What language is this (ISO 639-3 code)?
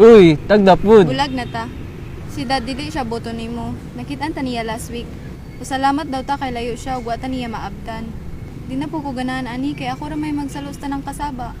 ceb